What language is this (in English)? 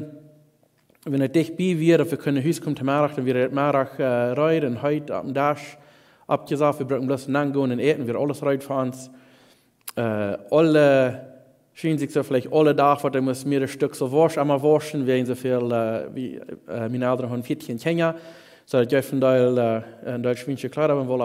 Plautdietsch